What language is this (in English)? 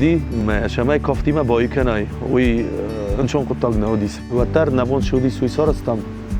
Ossetic